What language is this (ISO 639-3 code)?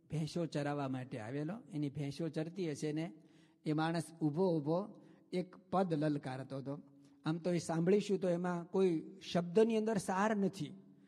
guj